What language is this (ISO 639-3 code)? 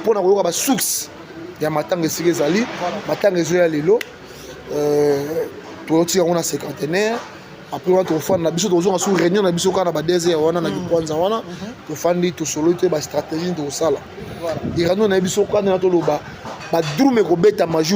lin